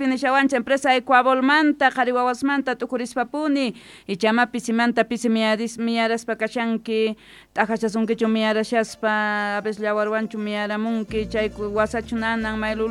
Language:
South Bolivian Quechua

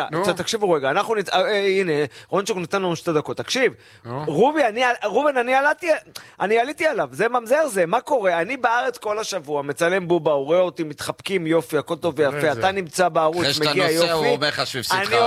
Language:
Hebrew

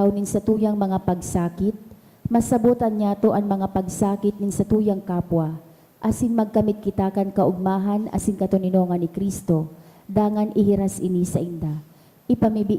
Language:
Bikol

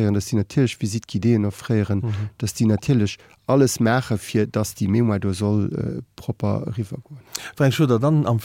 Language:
Luxembourgish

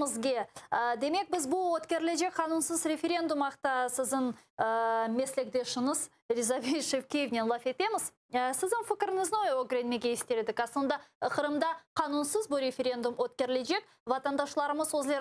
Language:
Crimean Tatar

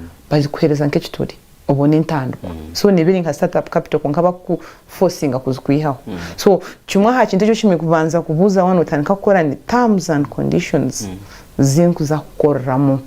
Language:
Nyankole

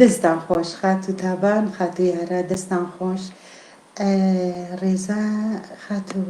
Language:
Central Kurdish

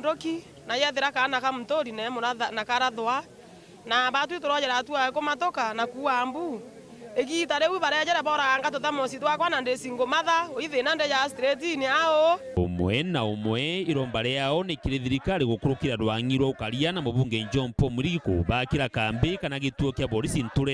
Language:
Meru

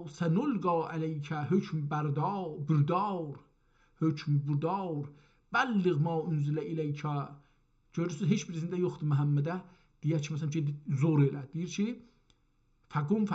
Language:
South Azerbaijani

